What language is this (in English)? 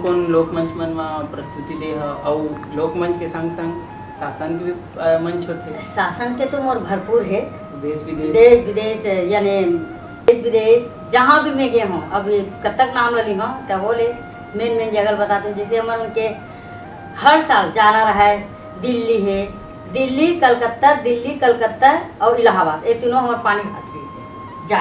Chhattisgarhi